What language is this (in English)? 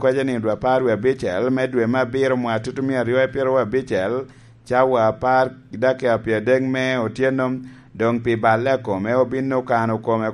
Lango (Uganda)